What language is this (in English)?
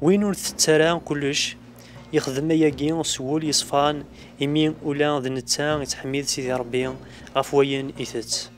Kabyle